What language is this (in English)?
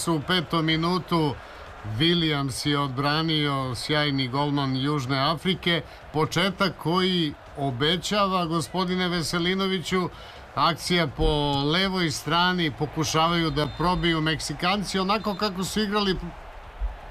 Serbian